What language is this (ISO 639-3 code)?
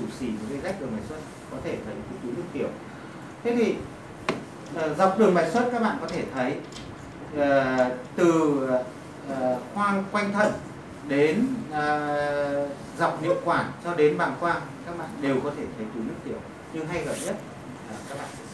vie